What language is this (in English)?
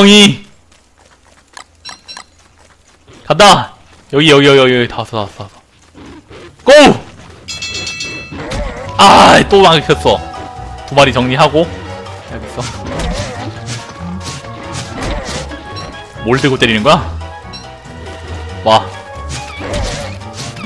Korean